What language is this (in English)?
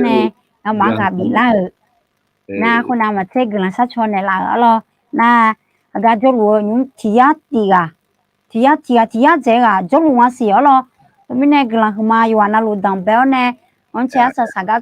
Akha